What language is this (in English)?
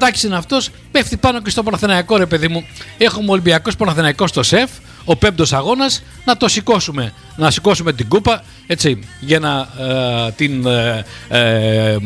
Greek